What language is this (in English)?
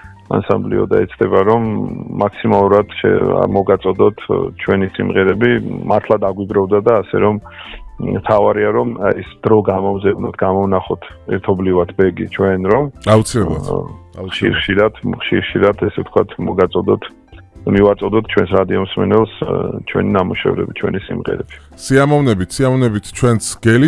Georgian